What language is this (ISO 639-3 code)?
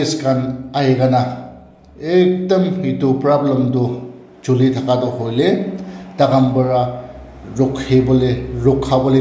nag